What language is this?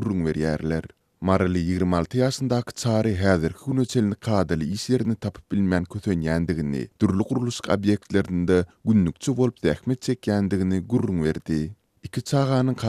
Turkmen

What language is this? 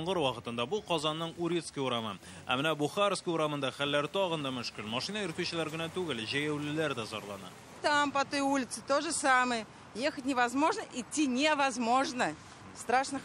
Tatar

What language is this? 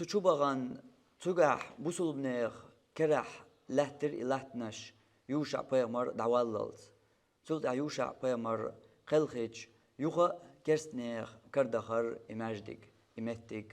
Chechen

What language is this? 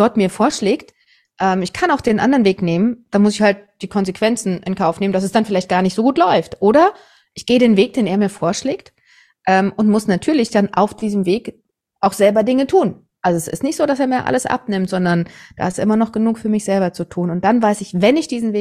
German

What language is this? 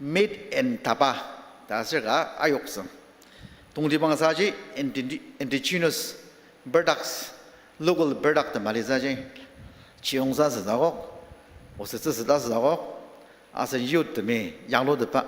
Ao Naga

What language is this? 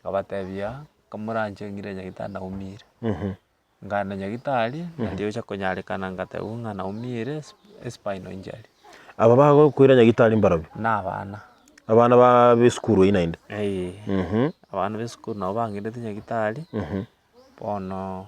Gusii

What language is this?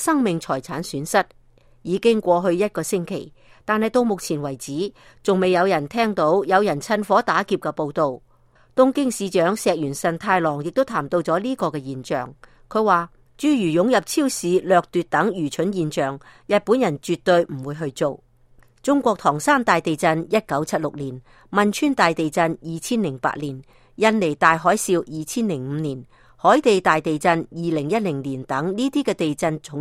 Cantonese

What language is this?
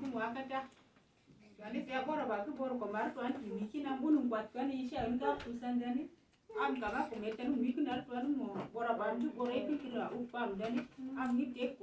Uduk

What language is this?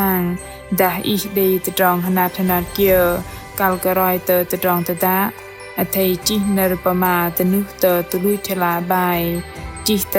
Bahnar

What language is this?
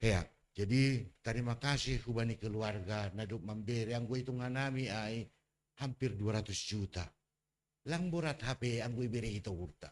Batak Simalungun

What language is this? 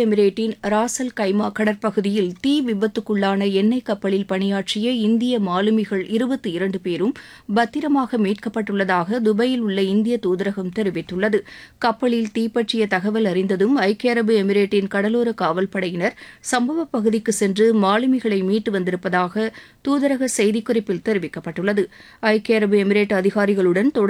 Tamil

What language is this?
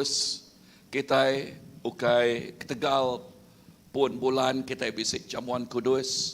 Iban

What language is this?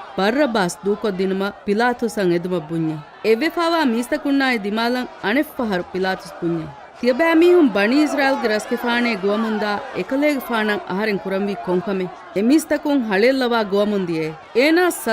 Divehi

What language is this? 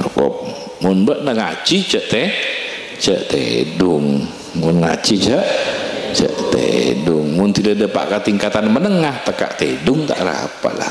Madurese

